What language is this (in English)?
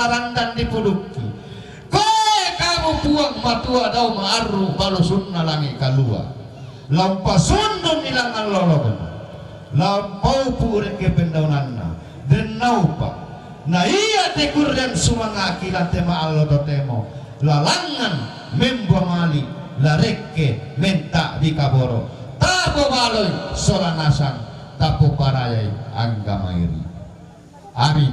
Toraja-Sa'dan